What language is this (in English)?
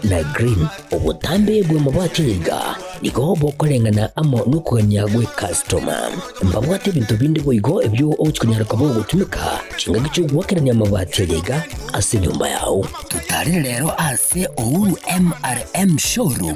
Gusii